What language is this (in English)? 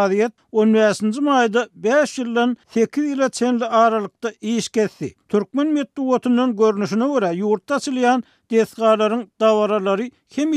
Turkmen